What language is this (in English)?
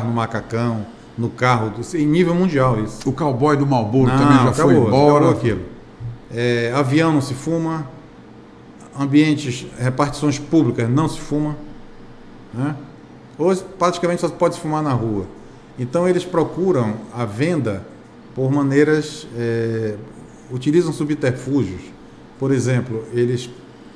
Portuguese